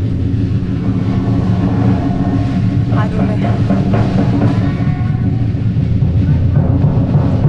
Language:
Danish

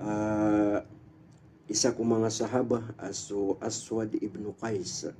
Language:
Maranao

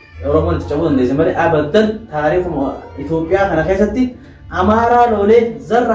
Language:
Oromo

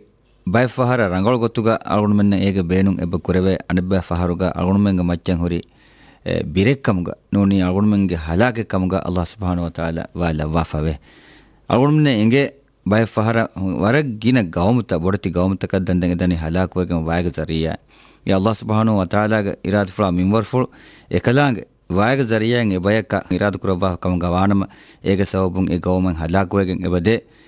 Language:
Divehi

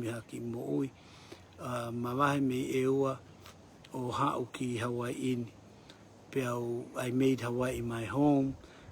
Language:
Tongan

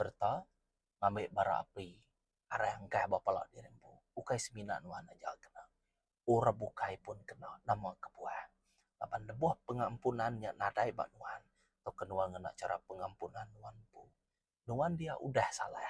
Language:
Iban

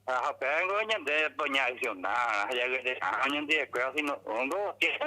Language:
Guarani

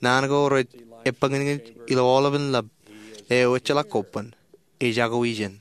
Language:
Marshallese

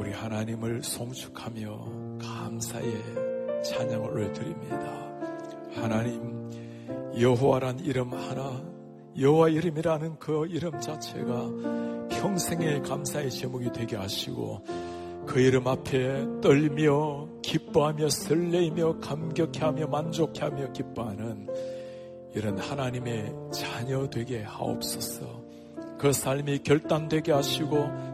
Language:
Korean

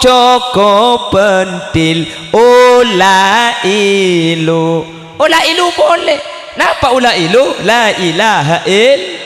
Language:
Madurese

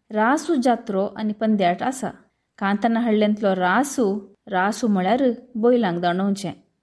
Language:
Konkani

